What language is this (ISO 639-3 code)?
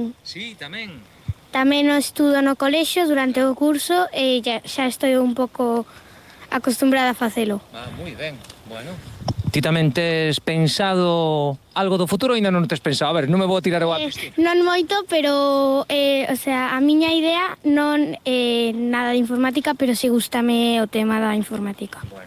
glg